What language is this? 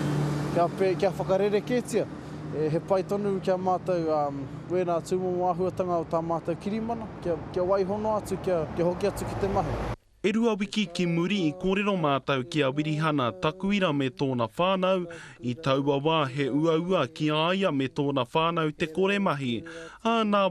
Māori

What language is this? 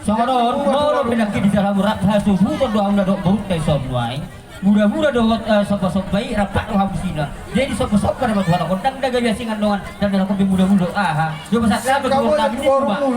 Batak Toba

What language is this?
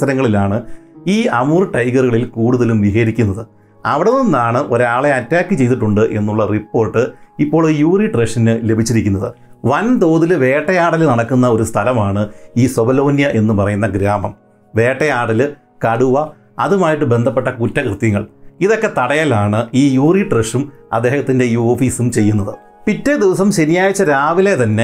Malayalam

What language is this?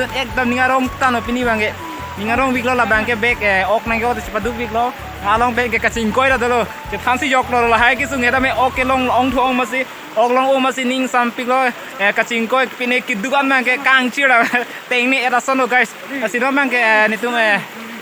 Karbi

